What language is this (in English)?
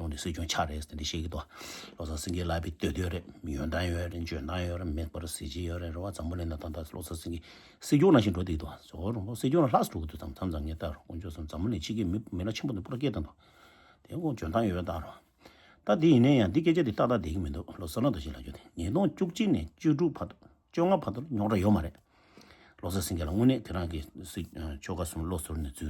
Tibetan